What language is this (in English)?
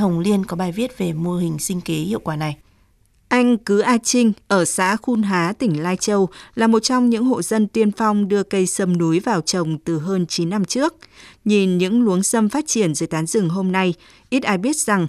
Vietnamese